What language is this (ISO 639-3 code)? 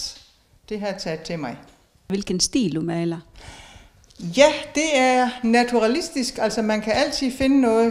dan